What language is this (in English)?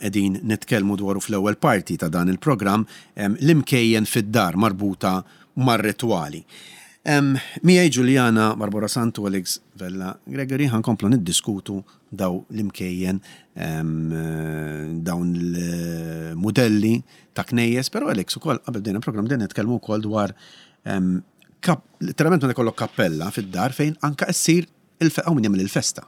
Maltese